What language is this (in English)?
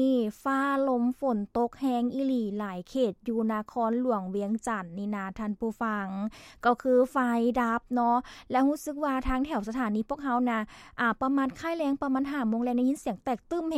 Lao